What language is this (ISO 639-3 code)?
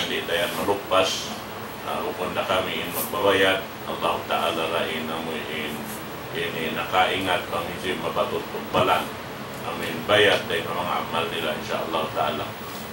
tsg